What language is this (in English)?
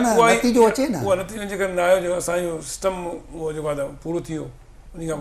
Sindhi